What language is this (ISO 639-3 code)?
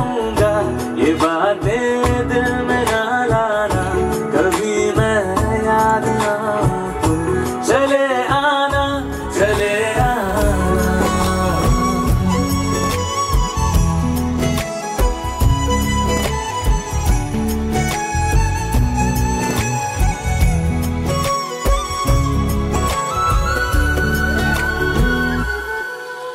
hin